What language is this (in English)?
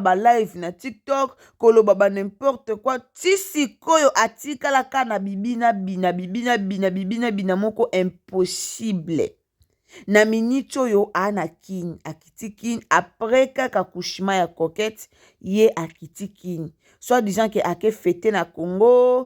Lingala